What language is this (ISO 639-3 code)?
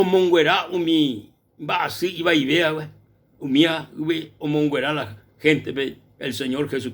grn